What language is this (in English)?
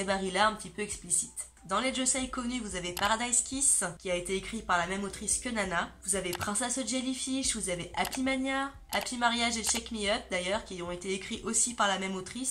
French